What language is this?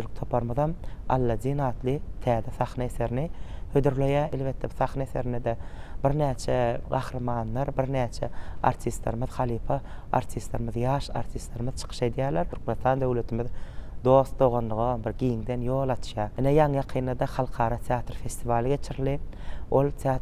Turkmen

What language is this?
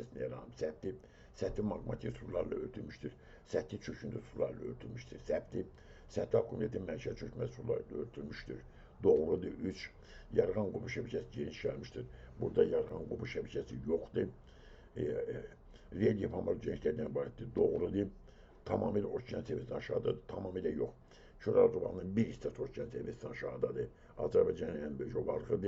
Azerbaijani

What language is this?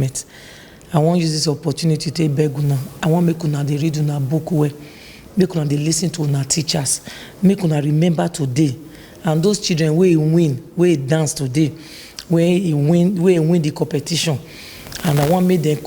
Nigerian Pidgin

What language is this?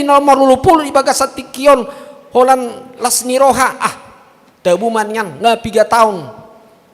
Batak Toba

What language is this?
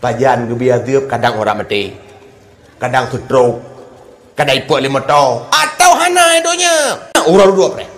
Achinese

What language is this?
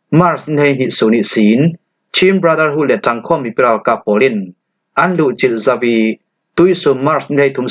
Falam Chin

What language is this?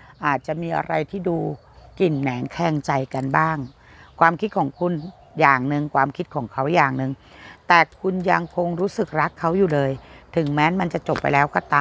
Thai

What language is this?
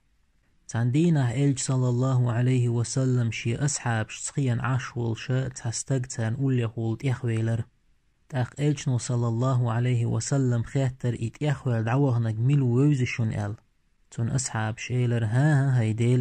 Chechen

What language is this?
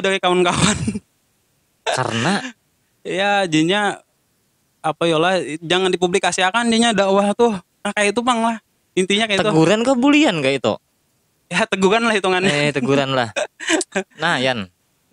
Banjar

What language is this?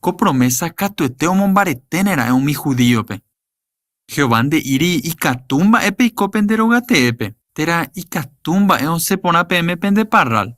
Guarani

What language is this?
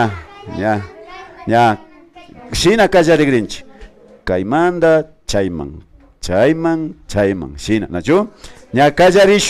Imbabura Highland Quichua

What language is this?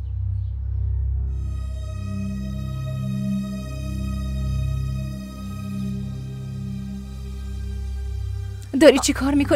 Persian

